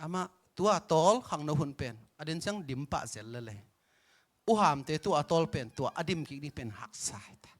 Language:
Tedim Chin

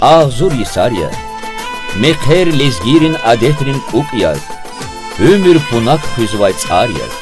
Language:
Lezghian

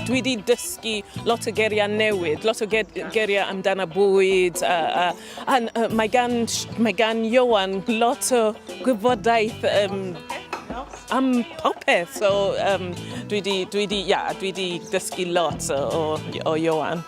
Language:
Welsh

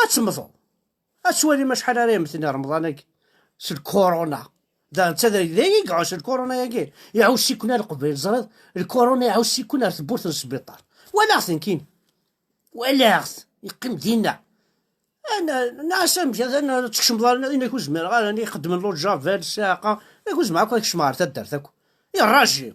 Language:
Kabyle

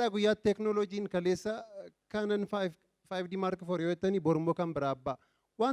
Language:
Oromo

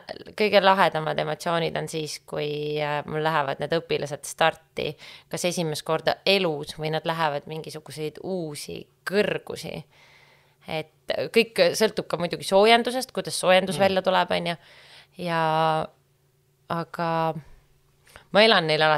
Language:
Estonian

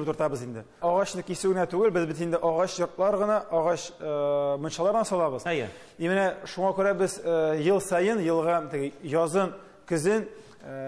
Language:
Tatar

